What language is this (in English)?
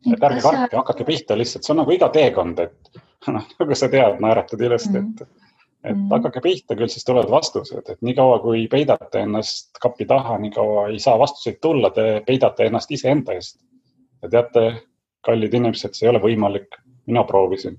Estonian